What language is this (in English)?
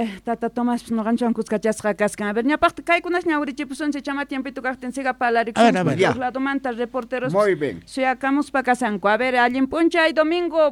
South Bolivian Quechua